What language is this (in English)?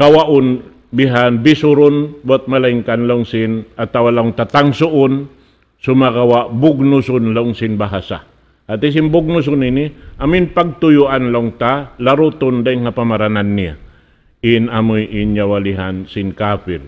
Tausug